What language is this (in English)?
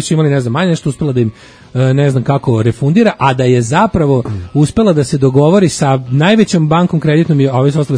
Serbian